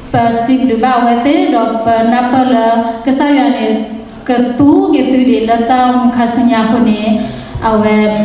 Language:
S'gaw Karen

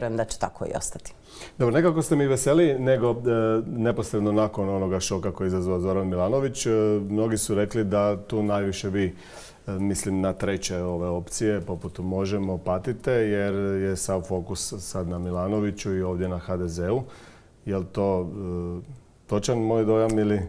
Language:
Croatian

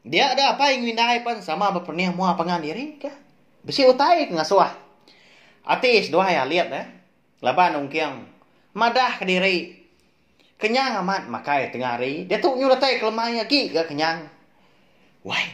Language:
Iban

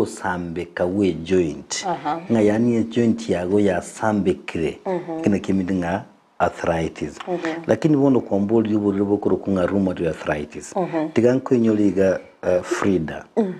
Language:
Gusii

